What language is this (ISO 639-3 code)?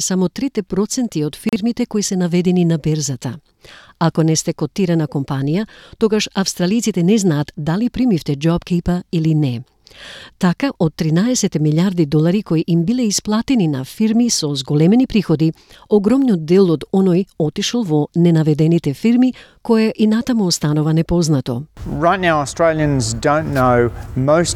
mkd